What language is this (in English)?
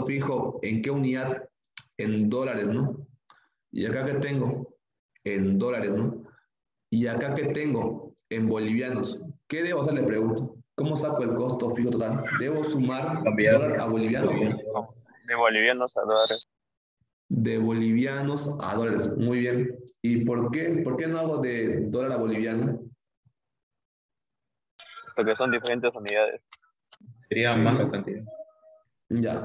Spanish